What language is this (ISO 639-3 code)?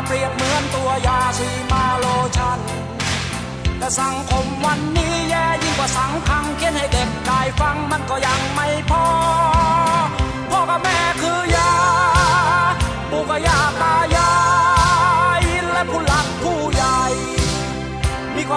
tha